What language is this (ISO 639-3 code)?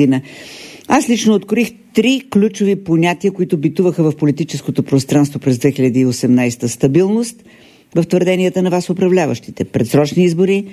bul